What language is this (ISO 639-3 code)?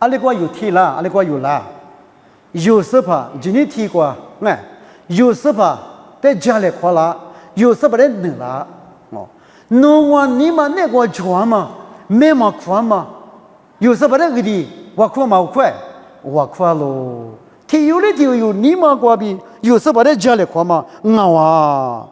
lis